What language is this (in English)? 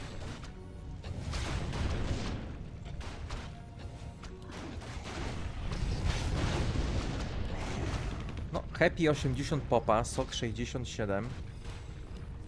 Polish